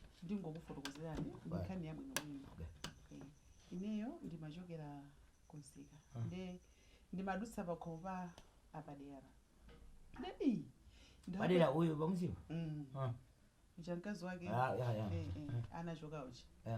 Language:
Nyanja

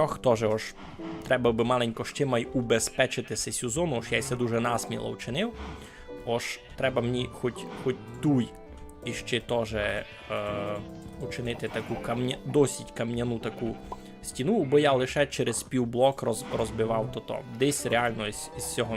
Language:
Rusyn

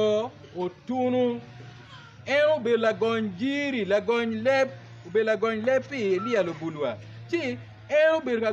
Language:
Acoli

